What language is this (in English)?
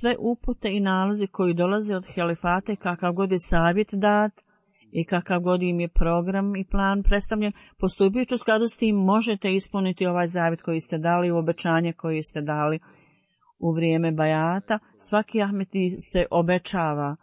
Bosnian